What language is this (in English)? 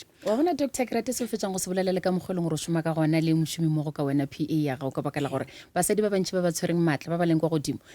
Northern Sotho